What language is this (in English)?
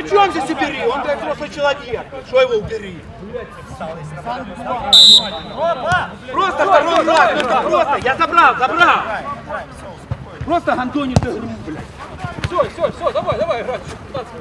Russian